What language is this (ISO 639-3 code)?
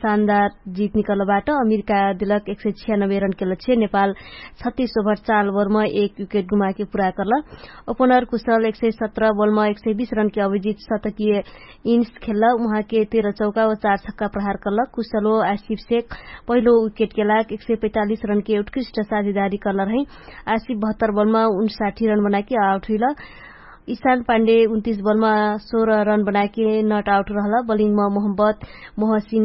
thl